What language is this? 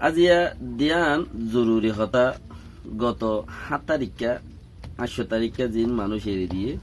Rohingya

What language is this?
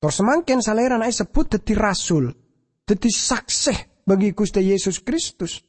Madurese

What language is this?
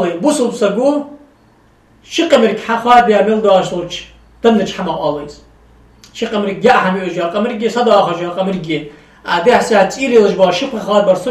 Ingush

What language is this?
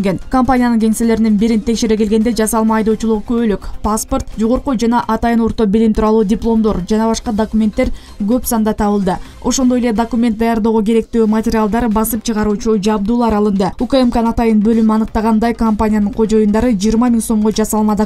Kyrgyz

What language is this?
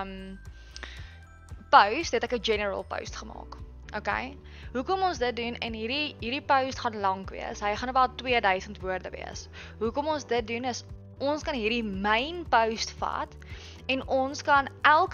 Afrikaans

